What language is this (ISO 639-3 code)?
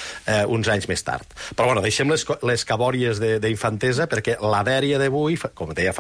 cat